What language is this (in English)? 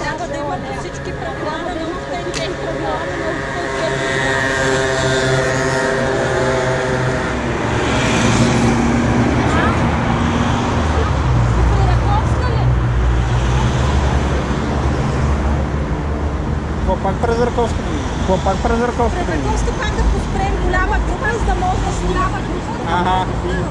Bulgarian